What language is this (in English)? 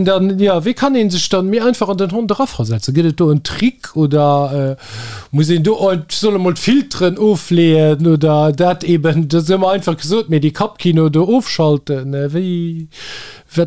Luxembourgish